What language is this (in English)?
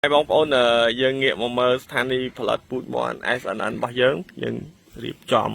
Khmer